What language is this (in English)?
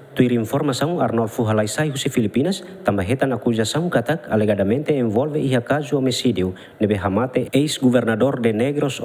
Tetum